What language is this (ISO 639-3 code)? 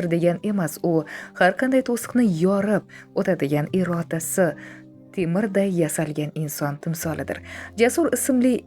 uzb